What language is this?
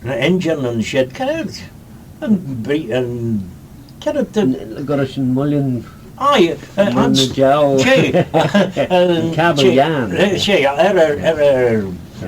Manx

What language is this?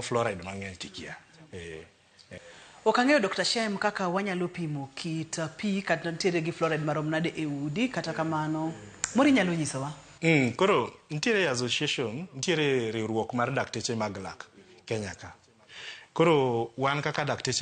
Luo (Kenya and Tanzania)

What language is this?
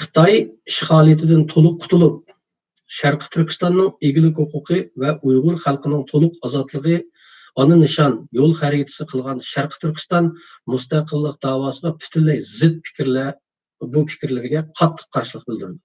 Uyghur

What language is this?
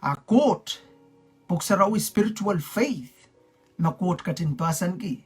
Pohnpeian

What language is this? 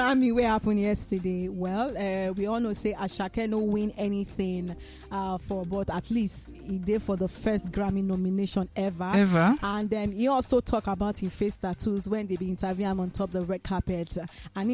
Nigerian Pidgin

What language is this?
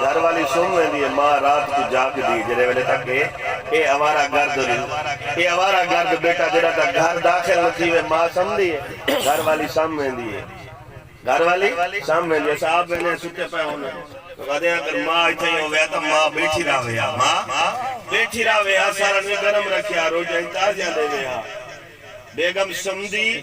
Saraiki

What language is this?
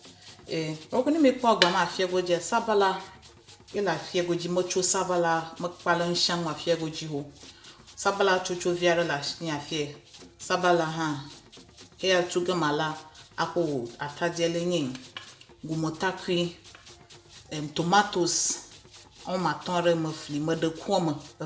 Ewe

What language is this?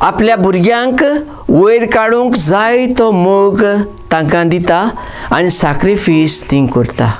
Konkani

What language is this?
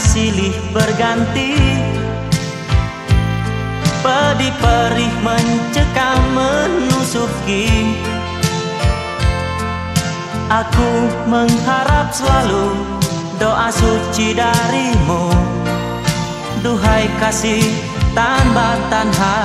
Indonesian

